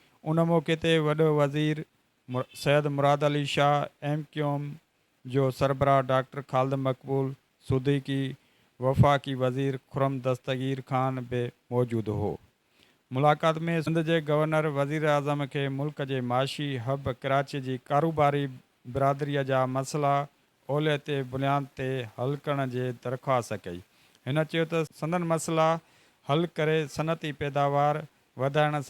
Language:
Sindhi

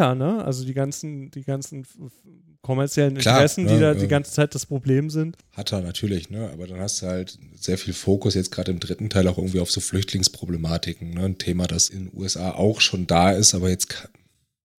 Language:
German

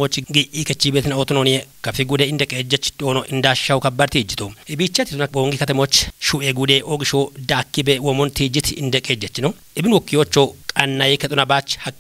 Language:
Kafa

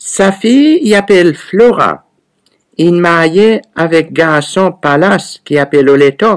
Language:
Seselwa Creole French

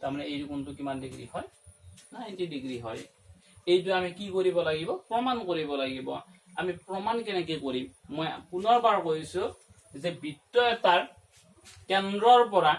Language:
Assamese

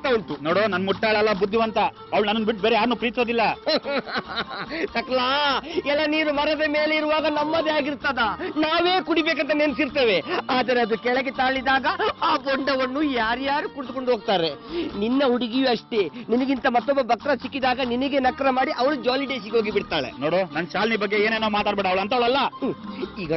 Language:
Kannada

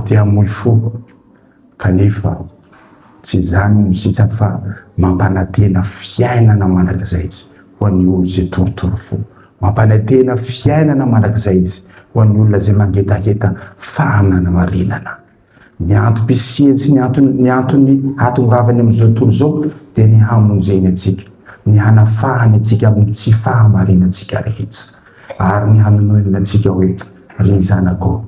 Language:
Malagasy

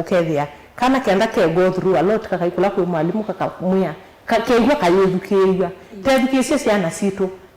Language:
Kamba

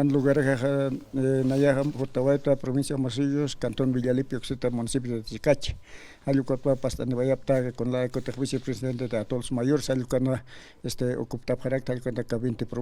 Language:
Aymara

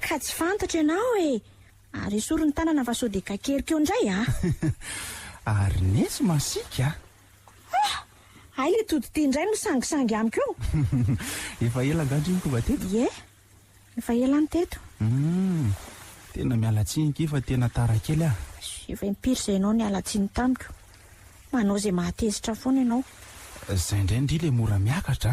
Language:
Malagasy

